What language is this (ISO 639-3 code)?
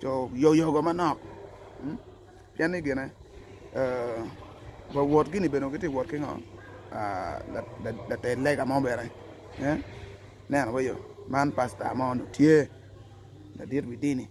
ach